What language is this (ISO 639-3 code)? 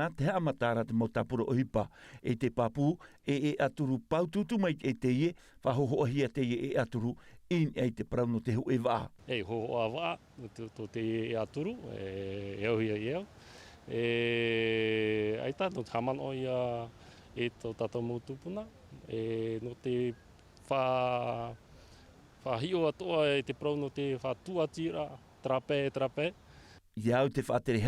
tah